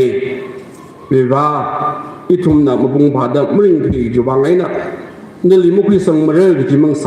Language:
Tangkhul Naga (India)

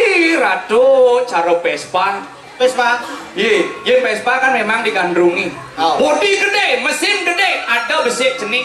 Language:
Balinese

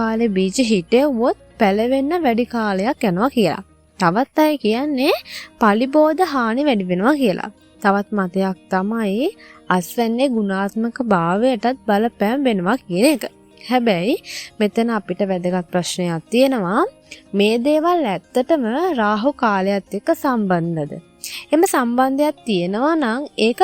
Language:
Sinhala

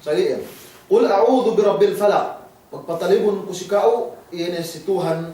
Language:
Yakan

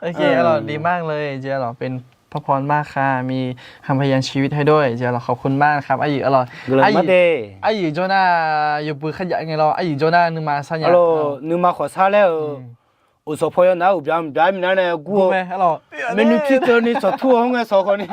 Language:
Akha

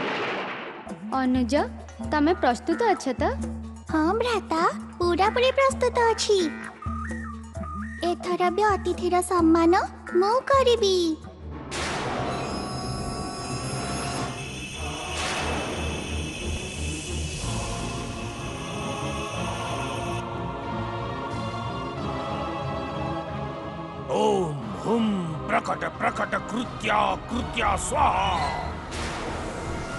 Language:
Odia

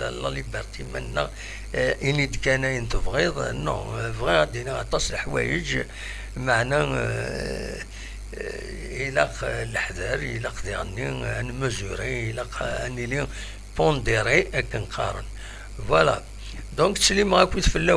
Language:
Kabyle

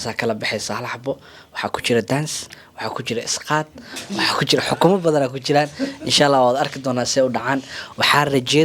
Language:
Somali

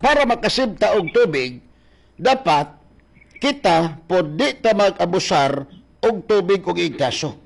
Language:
Cebuano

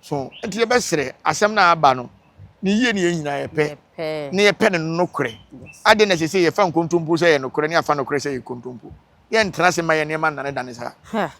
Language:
Akan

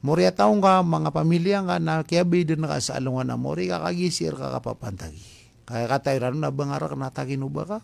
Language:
Maranao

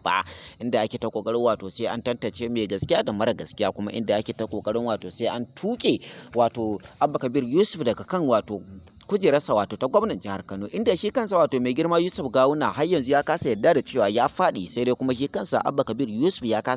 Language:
Hausa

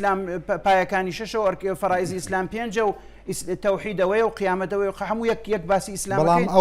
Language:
Central Kurdish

